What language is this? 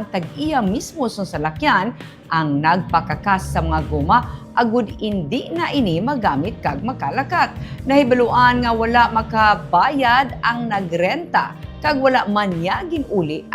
Hiligaynon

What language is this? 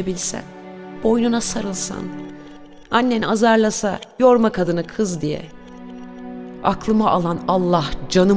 Turkish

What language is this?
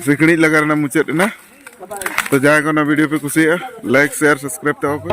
Santali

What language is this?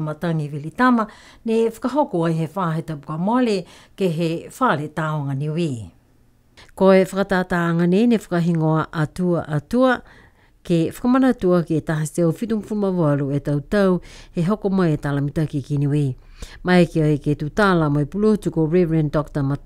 Niuean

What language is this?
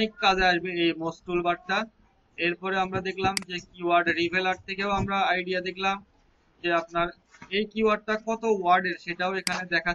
Bangla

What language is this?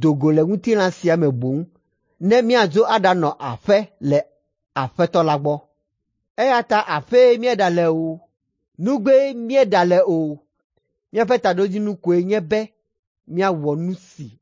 Ewe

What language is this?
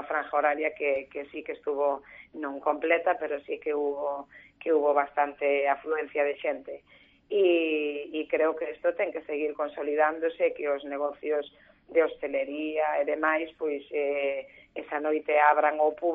Galician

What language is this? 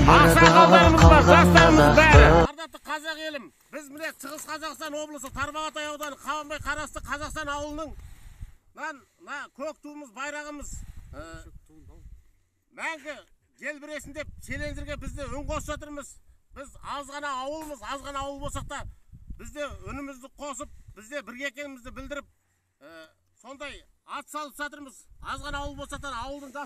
Kazakh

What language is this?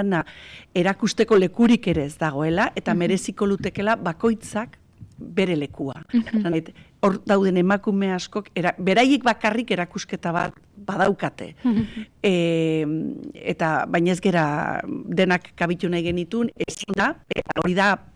Basque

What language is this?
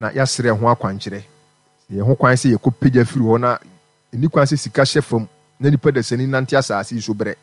Akan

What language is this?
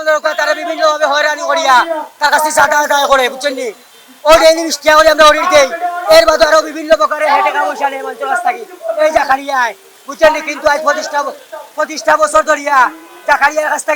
Sylheti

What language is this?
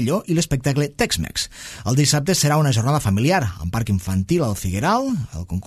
Catalan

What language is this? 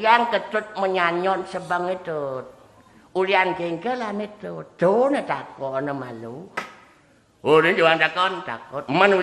Balinese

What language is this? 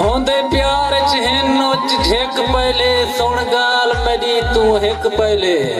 Saraiki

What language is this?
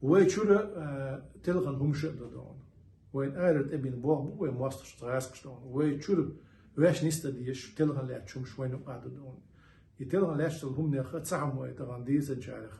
Chechen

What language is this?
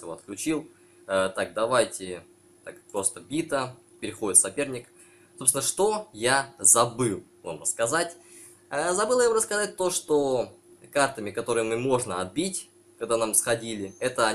Russian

